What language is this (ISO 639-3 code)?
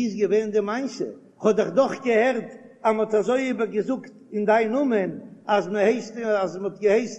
yid